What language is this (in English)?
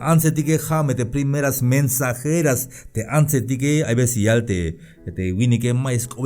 Tzeltal